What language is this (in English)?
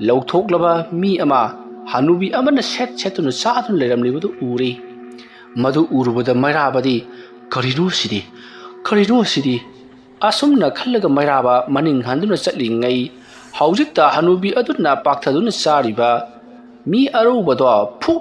Manipuri